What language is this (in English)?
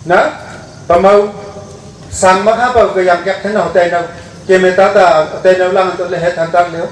Wancho Naga